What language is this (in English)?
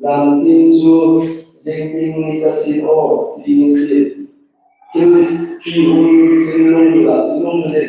Hmar